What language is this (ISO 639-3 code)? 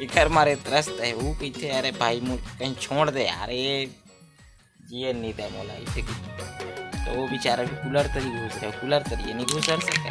hne